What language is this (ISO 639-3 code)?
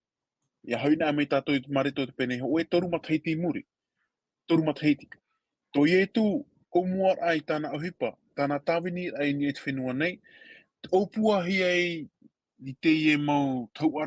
tah